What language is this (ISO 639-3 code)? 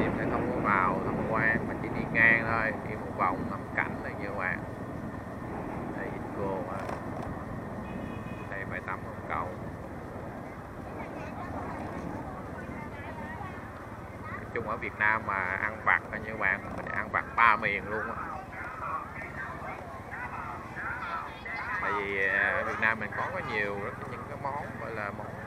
vie